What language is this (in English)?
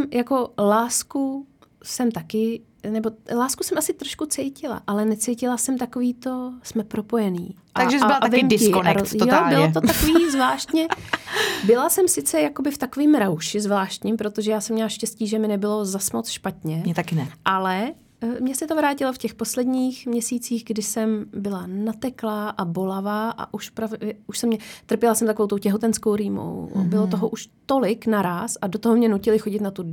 Czech